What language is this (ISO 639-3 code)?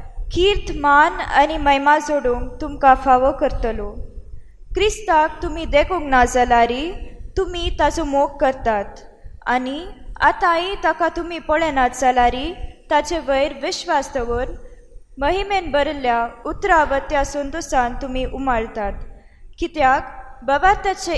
kok